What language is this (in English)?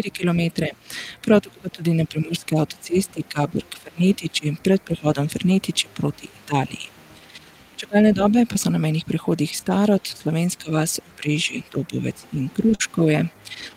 Slovenian